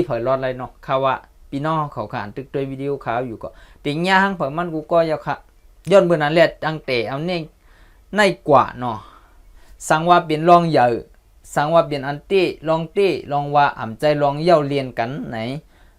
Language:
Shan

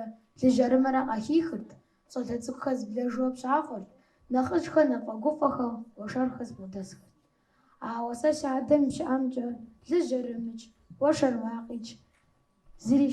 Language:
Kabardian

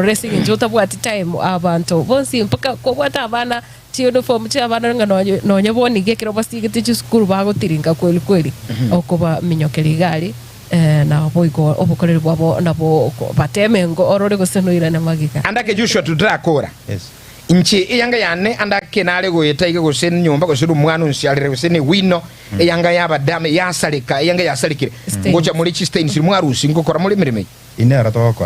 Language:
Gusii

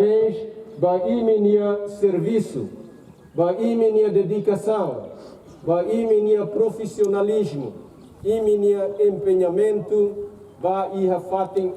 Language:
Tetum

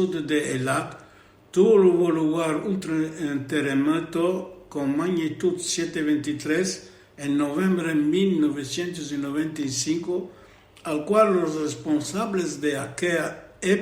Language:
Ladino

